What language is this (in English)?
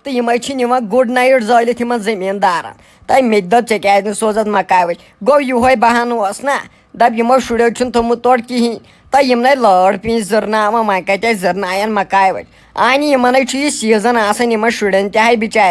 Kashmiri